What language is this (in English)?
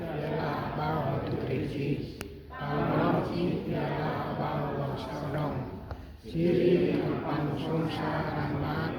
Central Mnong